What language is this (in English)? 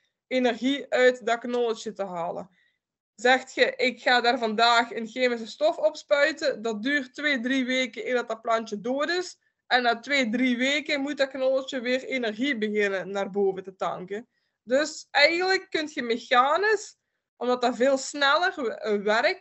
Dutch